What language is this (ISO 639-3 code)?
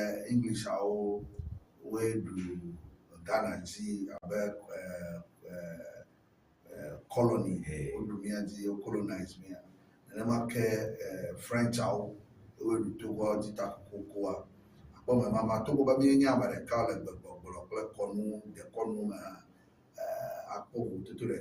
ewe